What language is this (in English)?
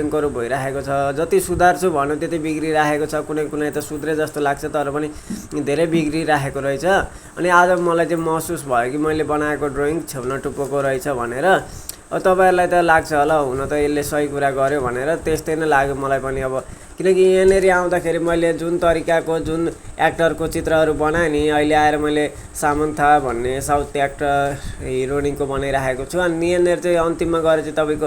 Nepali